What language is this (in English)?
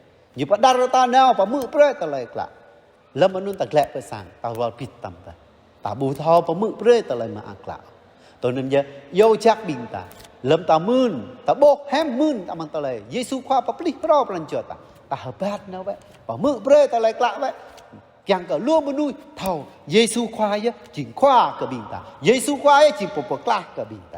Jarai